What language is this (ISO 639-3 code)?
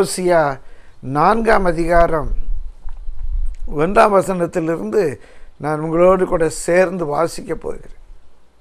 tam